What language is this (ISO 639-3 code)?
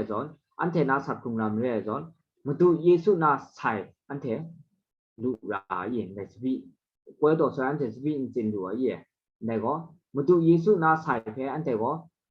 kac